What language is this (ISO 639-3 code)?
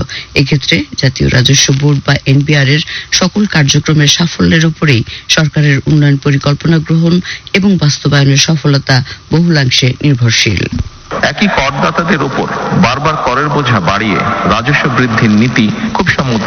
ben